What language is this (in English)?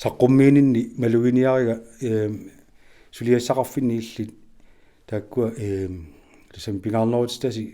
Kalaallisut